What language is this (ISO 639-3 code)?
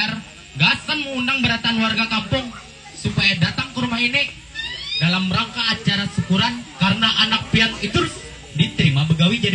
bjn